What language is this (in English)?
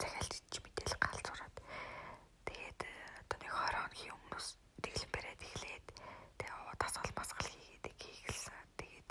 Mongolian